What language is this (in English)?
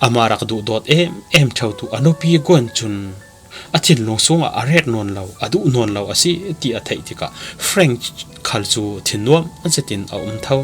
Falam Chin